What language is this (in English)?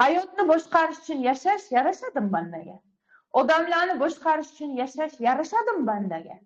Uzbek